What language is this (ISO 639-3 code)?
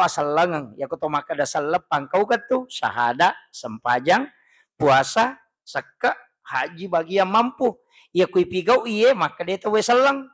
bug